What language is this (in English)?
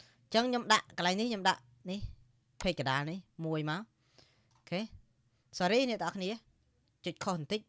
Khmer